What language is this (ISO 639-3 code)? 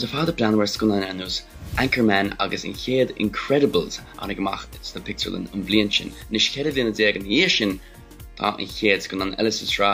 gle